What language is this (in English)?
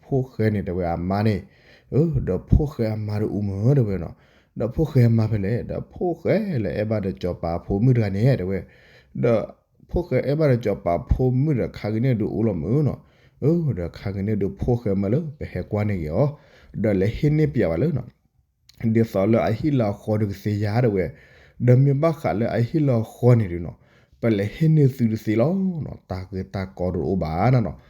S'gaw Karen